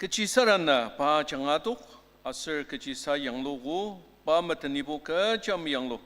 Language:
Ao Naga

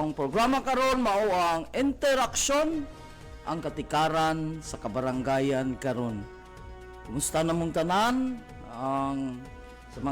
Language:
Cebuano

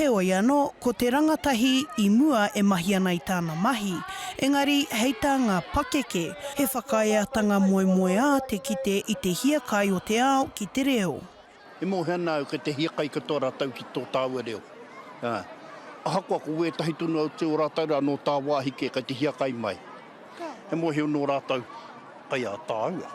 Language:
Māori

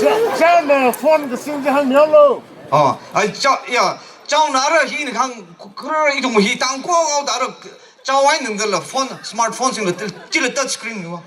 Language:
Tangkhul Naga (India)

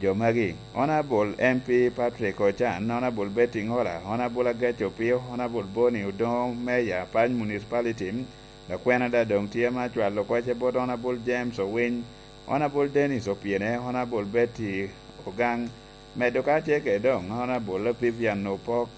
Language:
Lango (Uganda)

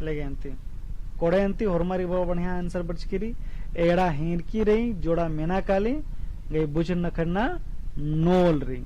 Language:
Kurukh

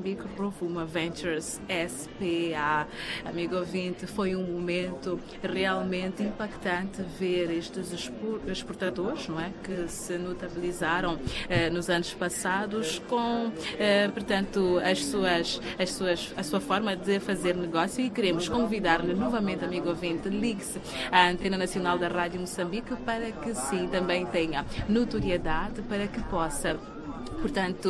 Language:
Portuguese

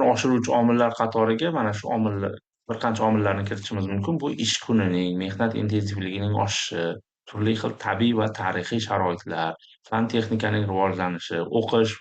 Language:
Uzbek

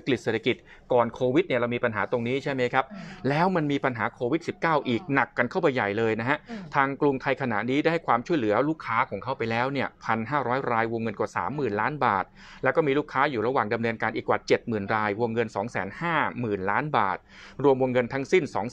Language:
Thai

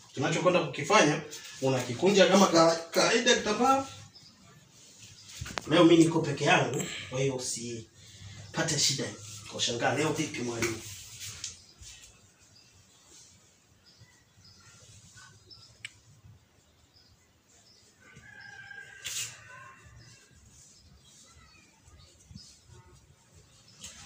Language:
Swahili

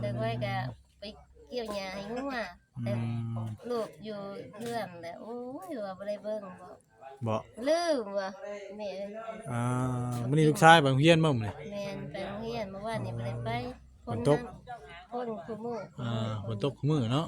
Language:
Northeastern Thai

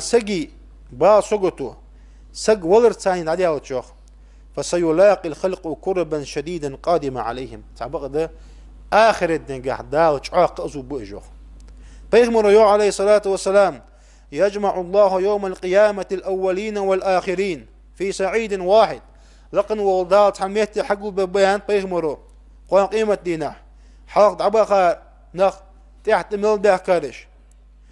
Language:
Ingush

